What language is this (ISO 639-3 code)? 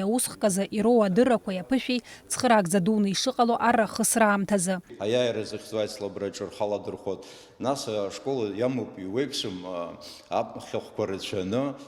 abk